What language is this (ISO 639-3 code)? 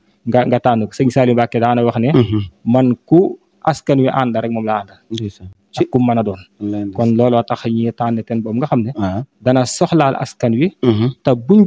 wol